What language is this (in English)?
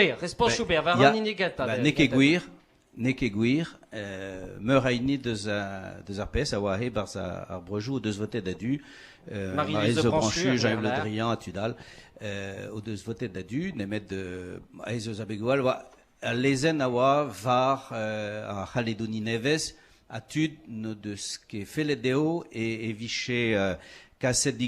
Breton